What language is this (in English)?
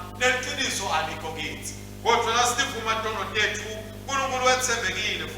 Swati